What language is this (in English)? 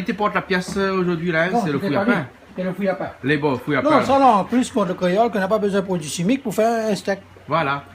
Réunion Creole French